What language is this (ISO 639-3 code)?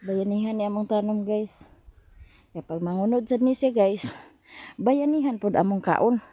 ceb